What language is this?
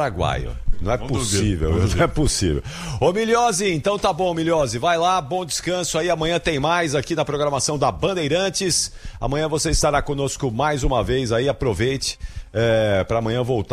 Portuguese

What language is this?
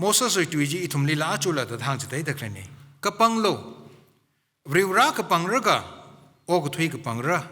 Tangkhul Naga (India)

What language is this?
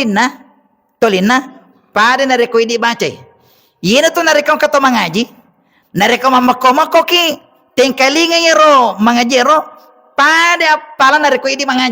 Buginese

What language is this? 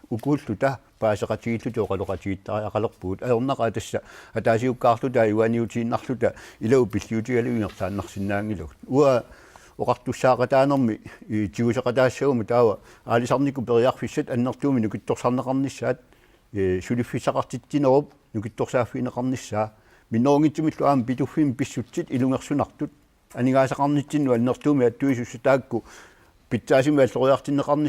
Kalaallisut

